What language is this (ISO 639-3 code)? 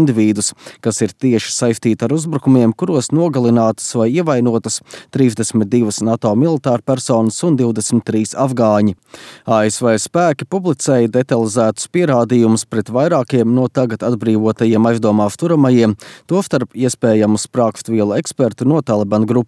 lav